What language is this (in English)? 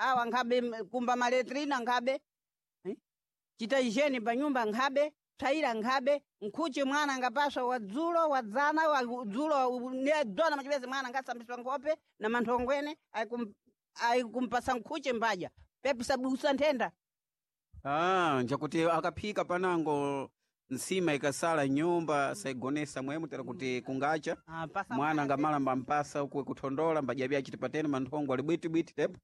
Sena